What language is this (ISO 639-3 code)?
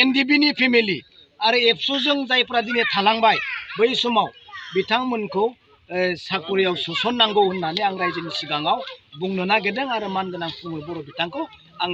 brx